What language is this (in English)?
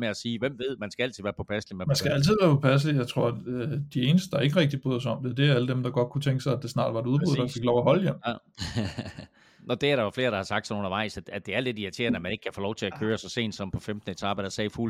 Danish